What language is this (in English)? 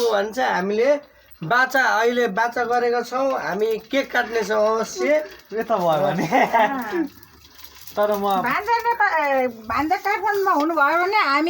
Nepali